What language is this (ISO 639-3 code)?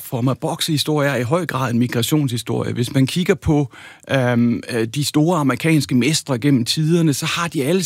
dan